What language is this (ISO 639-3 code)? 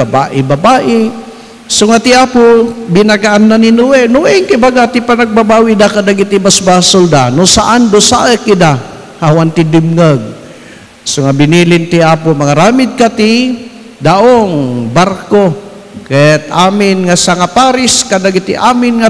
ilo